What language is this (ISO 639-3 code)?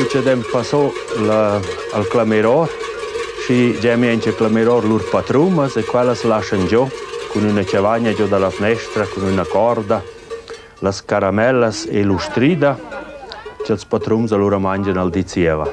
roh